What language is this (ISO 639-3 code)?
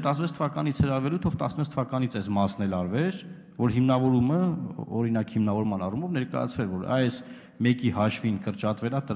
hye